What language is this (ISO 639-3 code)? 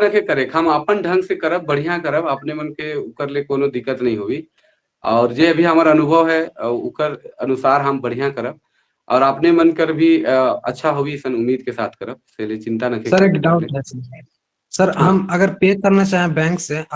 sck